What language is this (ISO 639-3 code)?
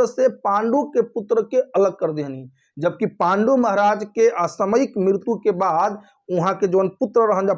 bho